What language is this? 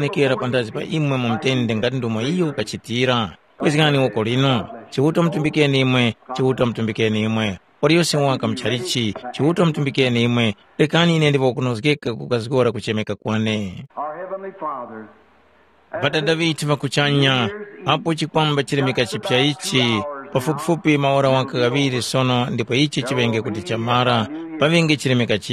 Tumbuka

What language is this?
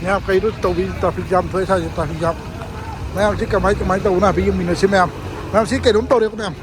Manipuri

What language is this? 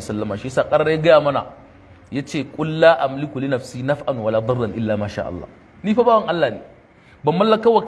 Hausa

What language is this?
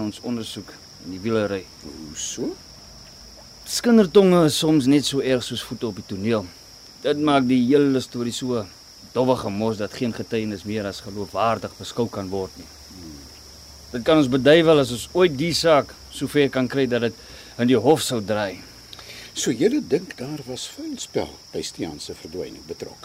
Afrikaans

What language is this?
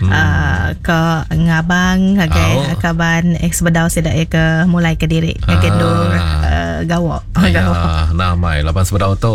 Iban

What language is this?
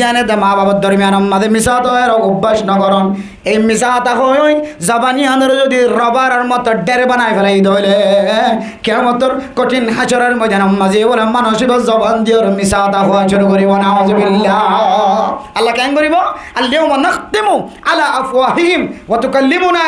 Rohingya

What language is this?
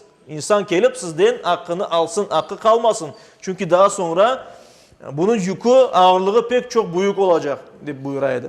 Crimean Tatar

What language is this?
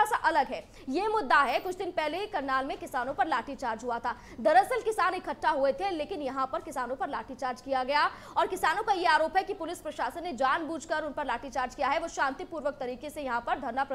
Hindi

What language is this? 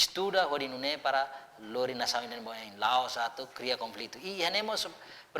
Tetum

